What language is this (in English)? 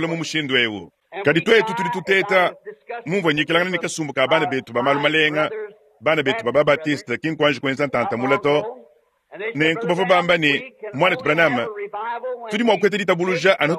Luba-Lulua